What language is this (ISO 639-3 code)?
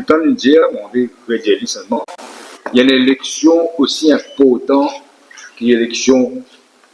mfe